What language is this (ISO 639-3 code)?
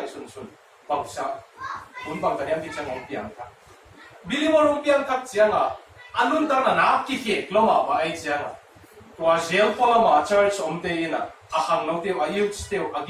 ctd